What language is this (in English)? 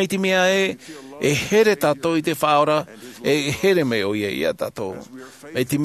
Tahitian